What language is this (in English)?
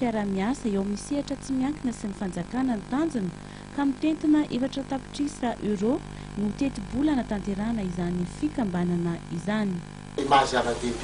Malagasy